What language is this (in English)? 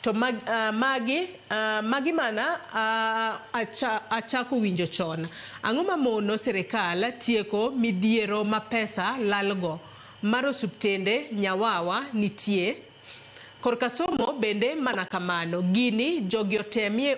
Luo (Kenya and Tanzania)